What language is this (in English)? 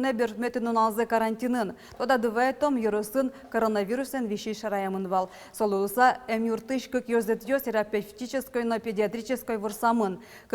Udmurt